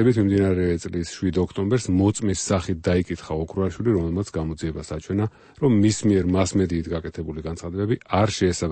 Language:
Georgian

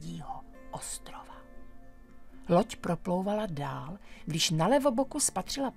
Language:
Czech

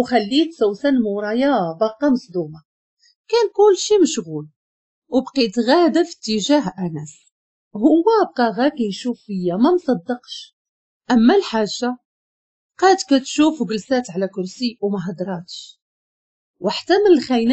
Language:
Moroccan Arabic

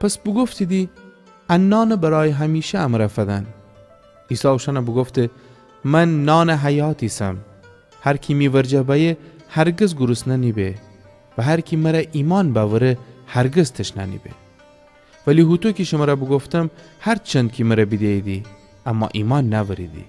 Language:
Gilaki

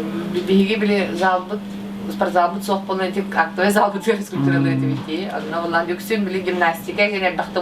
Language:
Yakut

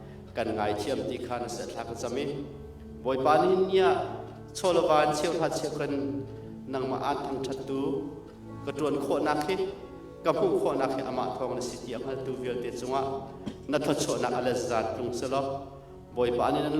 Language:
Hakha Chin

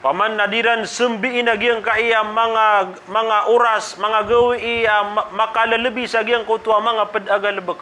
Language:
Maranao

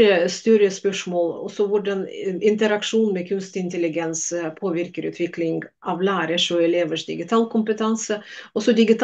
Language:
Norwegian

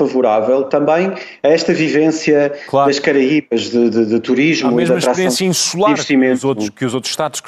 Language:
Portuguese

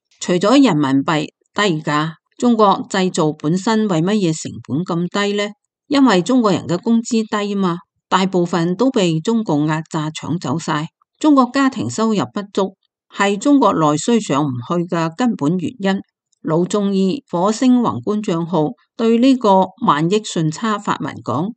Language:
Cantonese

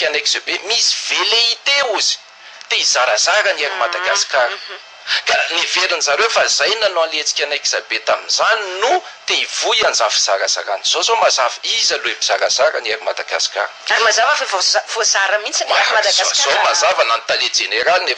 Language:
Malagasy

